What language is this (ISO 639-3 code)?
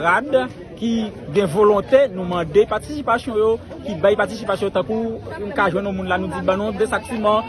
hat